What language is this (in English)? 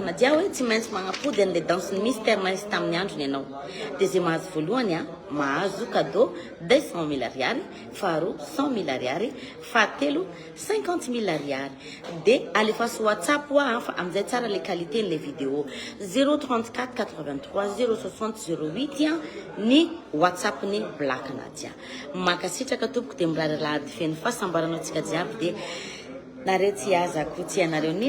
Malagasy